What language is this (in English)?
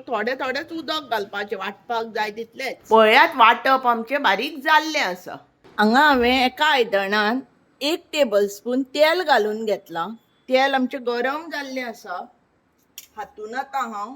Konkani